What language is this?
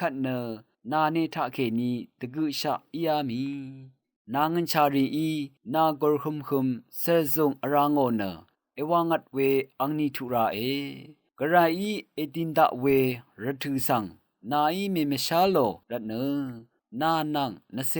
Rawang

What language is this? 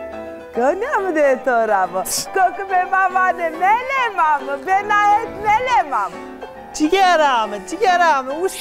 Zaza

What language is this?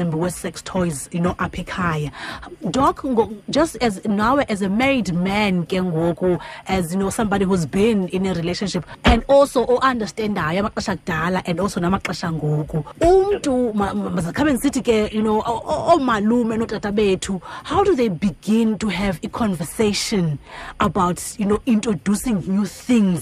Xhosa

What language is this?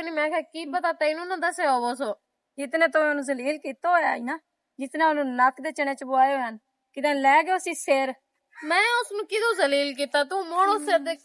Western Panjabi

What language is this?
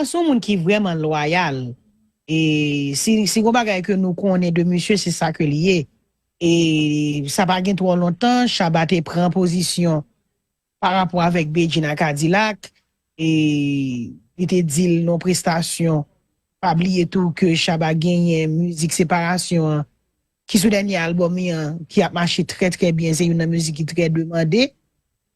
Haitian Creole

